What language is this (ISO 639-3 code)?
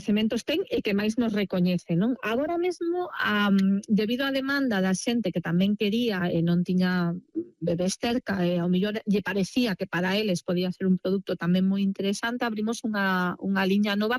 glg